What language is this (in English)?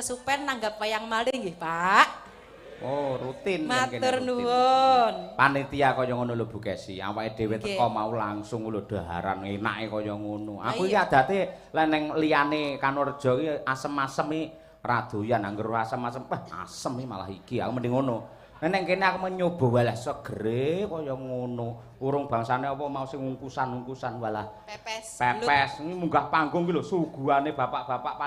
Javanese